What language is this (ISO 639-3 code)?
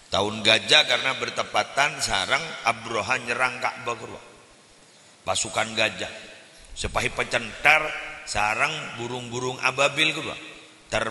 mad